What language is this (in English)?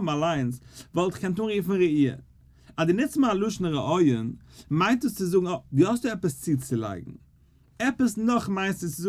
Yiddish